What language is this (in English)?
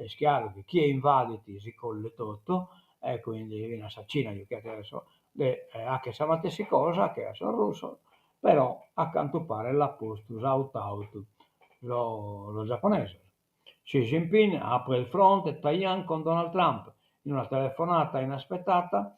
Sardinian